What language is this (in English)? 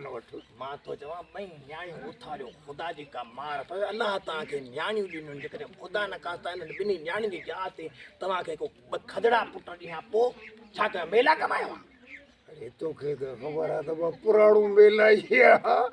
Sindhi